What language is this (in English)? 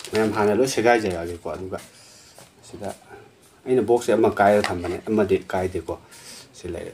Manipuri